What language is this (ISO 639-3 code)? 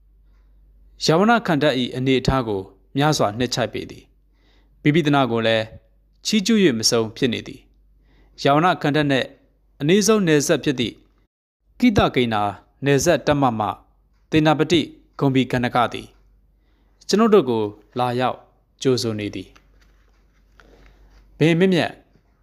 mya